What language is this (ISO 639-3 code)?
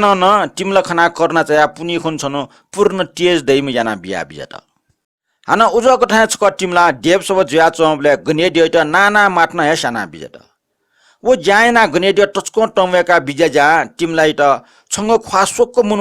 new